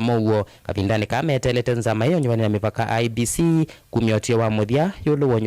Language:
Kamba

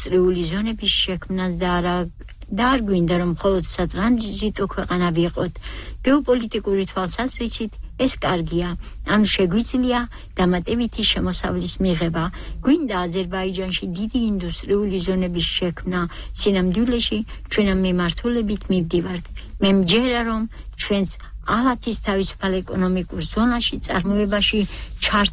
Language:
Georgian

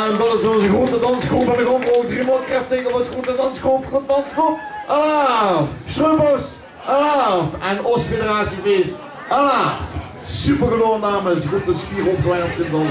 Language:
Limburgish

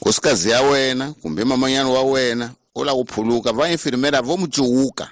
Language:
Tsonga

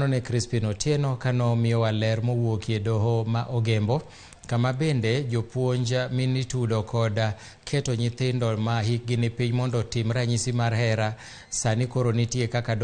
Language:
Luo (Kenya and Tanzania)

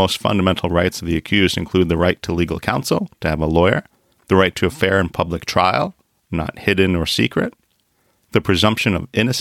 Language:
English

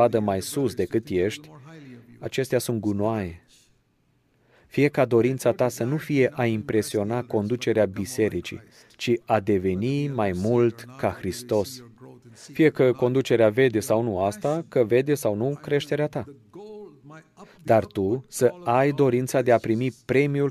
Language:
Romanian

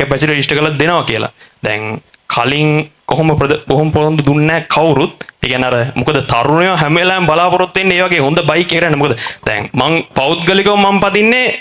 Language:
Sinhala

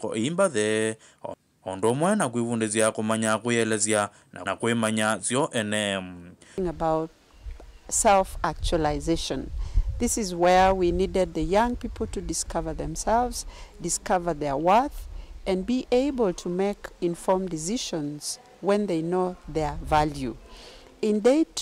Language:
Kamba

